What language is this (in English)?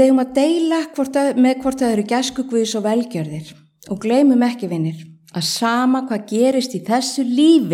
Icelandic